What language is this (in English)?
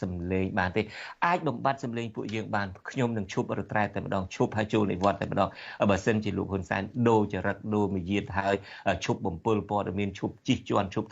Khmer